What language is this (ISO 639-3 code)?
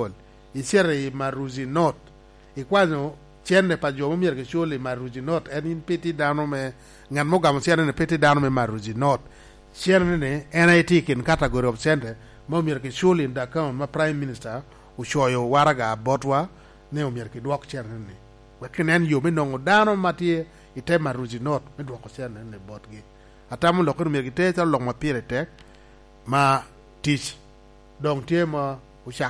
laj